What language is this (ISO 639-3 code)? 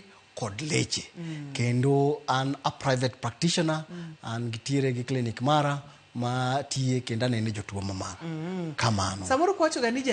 luo